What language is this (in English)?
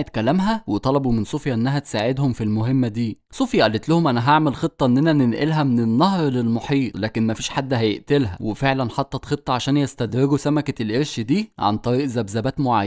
Egyptian Arabic